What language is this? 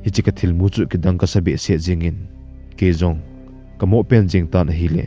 Thado Chin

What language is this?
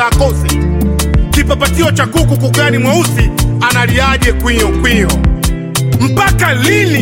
Swahili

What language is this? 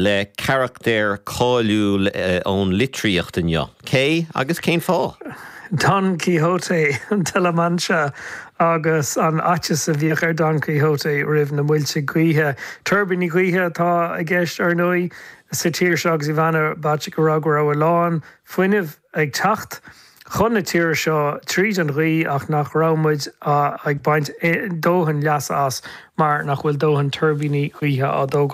Irish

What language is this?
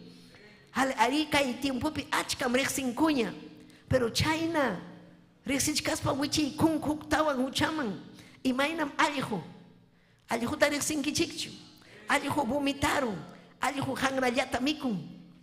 Ayacucho Quechua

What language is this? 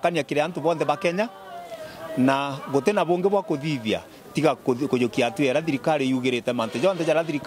Meru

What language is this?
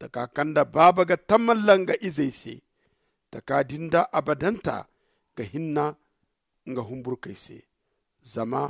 Zarma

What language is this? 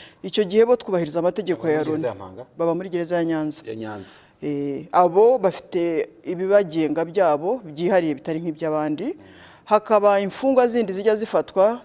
Kinyarwanda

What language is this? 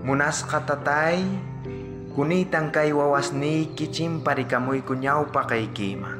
South Bolivian Quechua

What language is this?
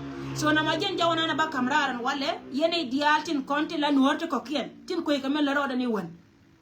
Nuer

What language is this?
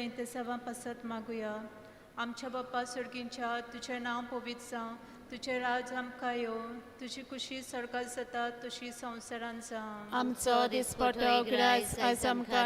Konkani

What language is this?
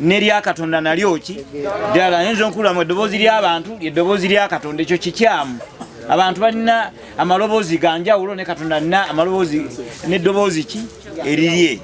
Ganda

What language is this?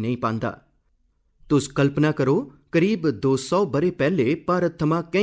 Dogri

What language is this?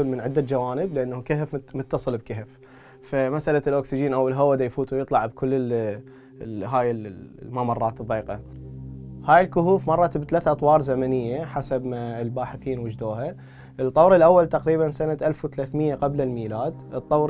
Mesopotamian Arabic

